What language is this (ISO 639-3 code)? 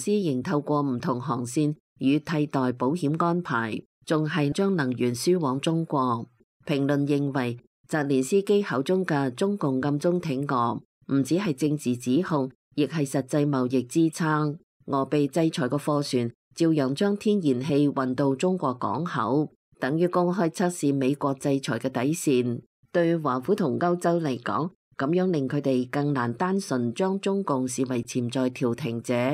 yue